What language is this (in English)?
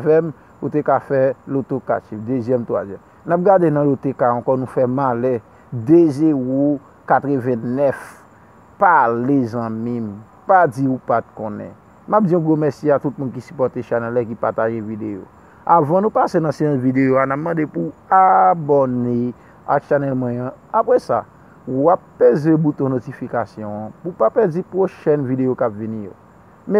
Haitian Creole